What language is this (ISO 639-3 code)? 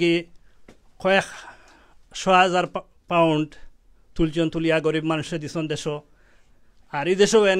syl